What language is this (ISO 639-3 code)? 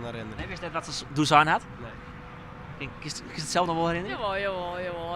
fry